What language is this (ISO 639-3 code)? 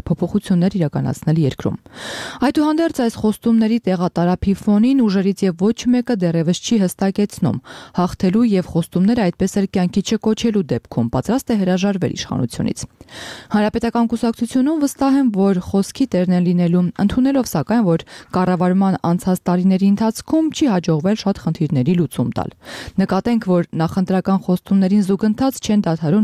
hye